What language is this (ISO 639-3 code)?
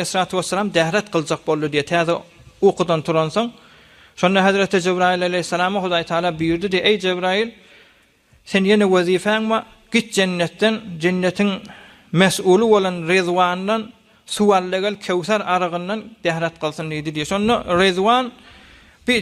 tuk